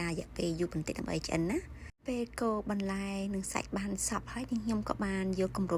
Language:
Khmer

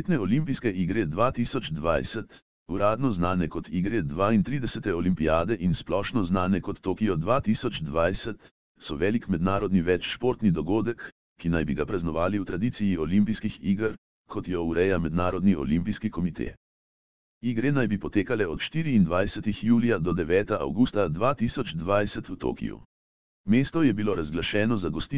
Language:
Slovenian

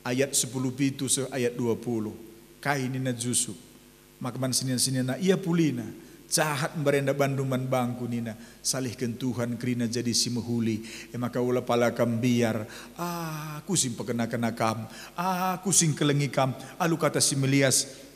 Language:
Batak Karo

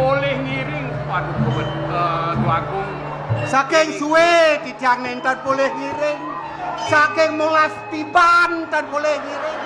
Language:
Balinese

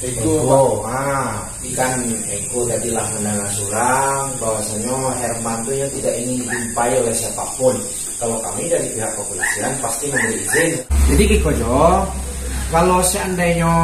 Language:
Minangkabau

